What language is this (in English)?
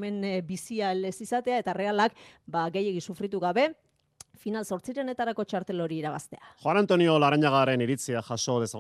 Basque